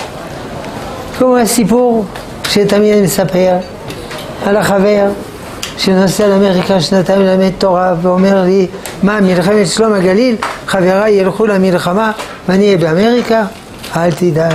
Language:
Hebrew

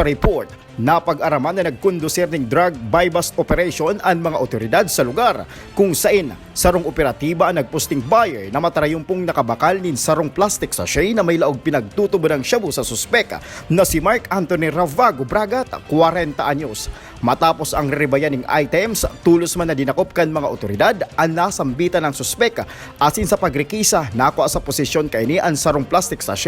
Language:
Bikol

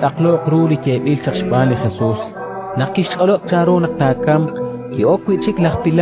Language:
Kekchí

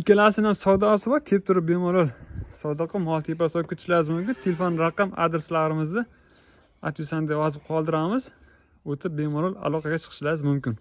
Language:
Uzbek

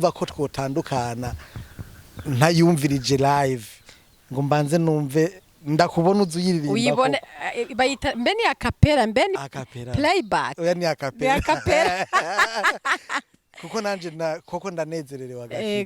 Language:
Rundi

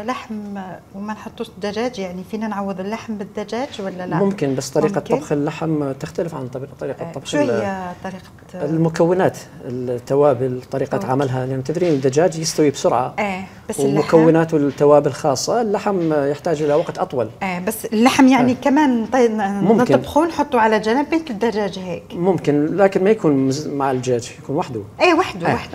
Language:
Algerian Arabic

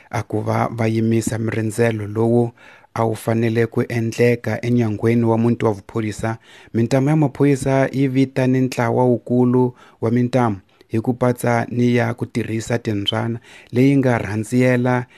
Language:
Tsonga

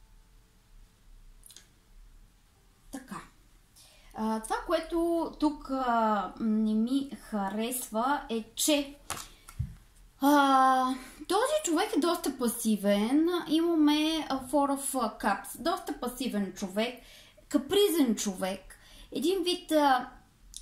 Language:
Bulgarian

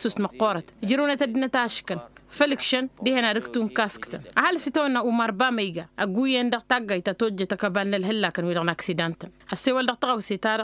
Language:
Tamasheq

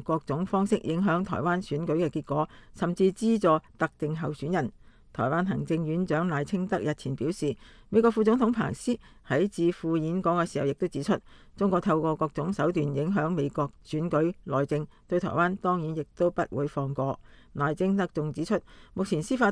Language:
Cantonese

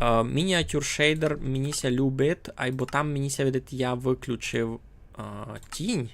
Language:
Rusyn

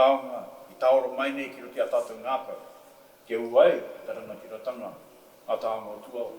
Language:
Māori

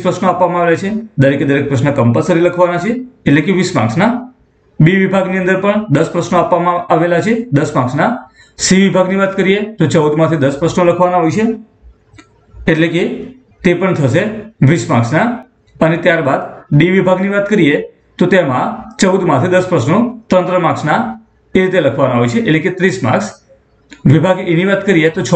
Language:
Gujarati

